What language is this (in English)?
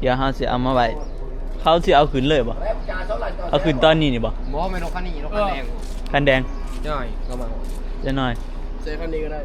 Northeastern Thai